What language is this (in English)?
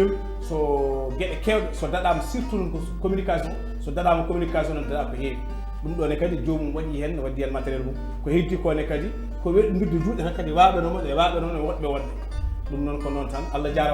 Fula